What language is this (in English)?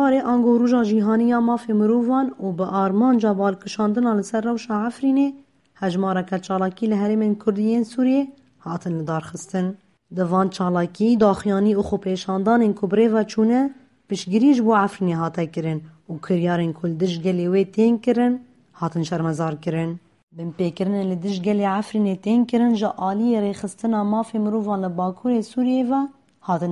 Kurdish